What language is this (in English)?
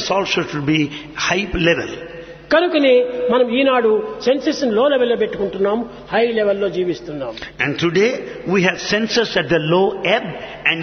Telugu